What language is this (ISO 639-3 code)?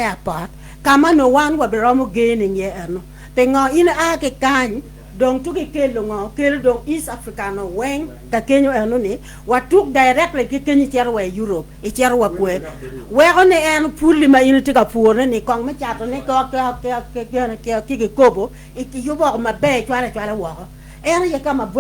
ach